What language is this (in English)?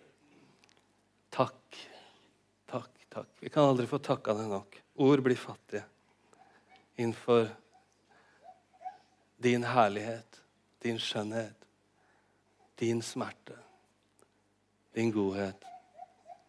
Norwegian